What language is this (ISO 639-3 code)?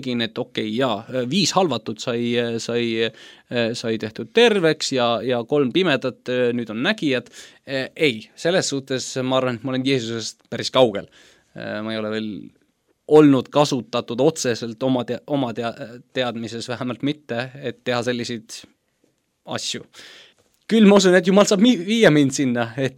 est